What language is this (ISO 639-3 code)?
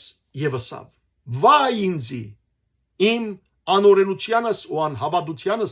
hyw